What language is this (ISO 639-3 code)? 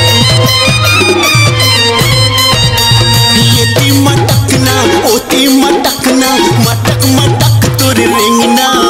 hne